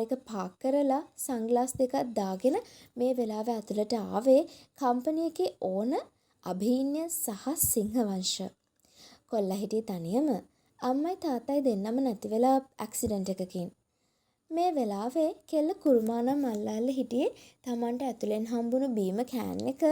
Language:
Sinhala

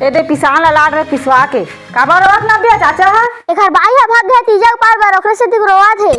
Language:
Chhattisgarhi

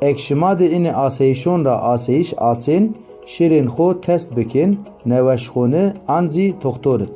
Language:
Zaza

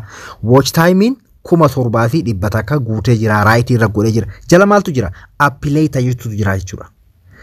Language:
Oromo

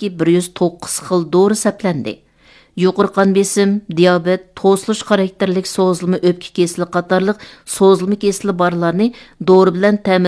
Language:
Uyghur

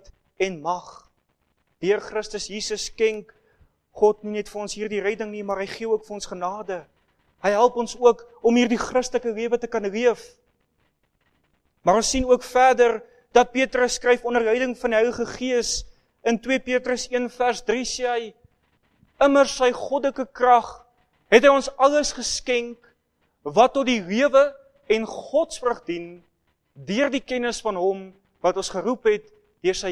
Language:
Afrikaans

